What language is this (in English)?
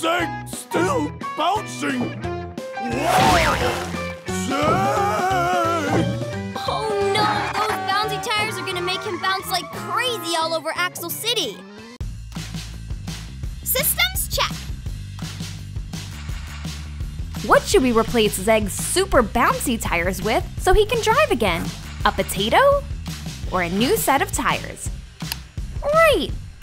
English